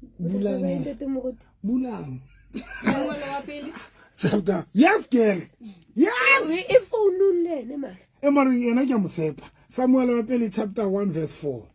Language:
Southern Sotho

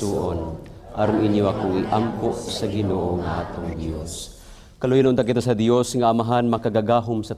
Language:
Cebuano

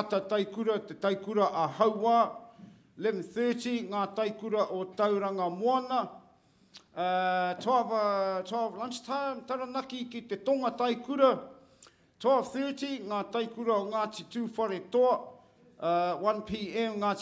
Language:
Māori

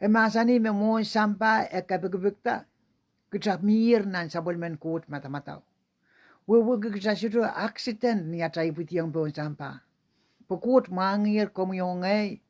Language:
Pohnpeian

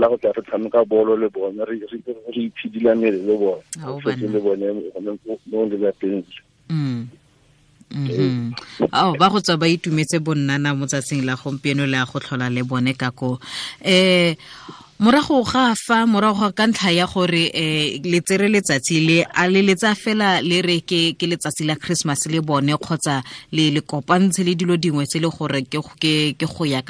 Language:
Tswana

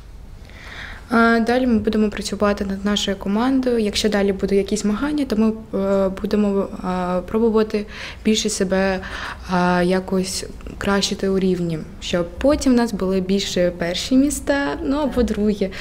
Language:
Ukrainian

